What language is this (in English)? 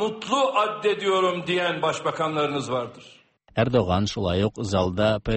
Tatar